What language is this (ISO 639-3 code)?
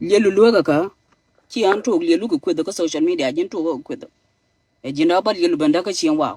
nus